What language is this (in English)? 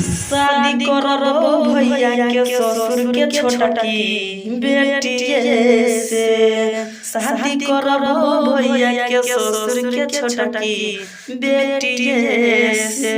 Maithili